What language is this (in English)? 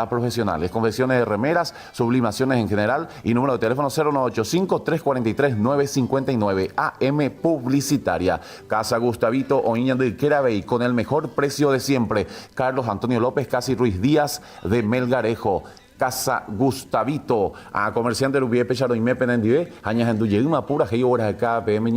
Guarani